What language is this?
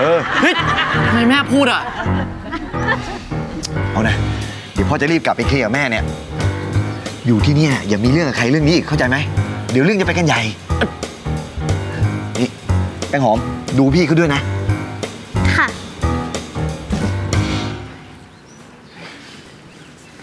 Thai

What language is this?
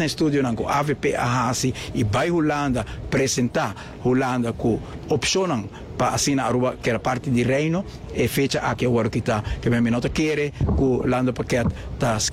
Papiamento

